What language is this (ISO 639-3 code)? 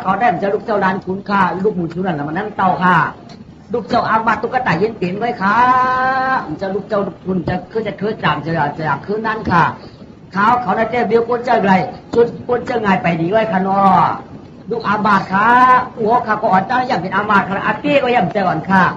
shn